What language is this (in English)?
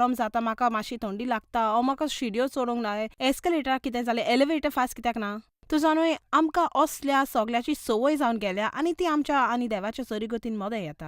Konkani